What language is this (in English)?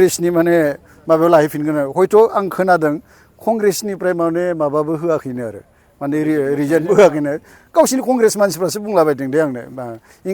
Bodo